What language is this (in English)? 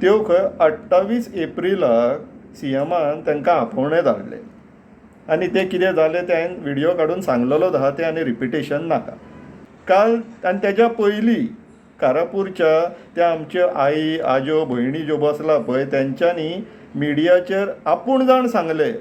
Konkani